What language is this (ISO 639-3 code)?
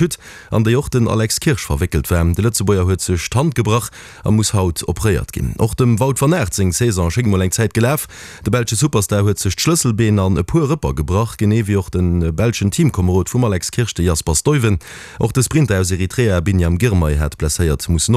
ltz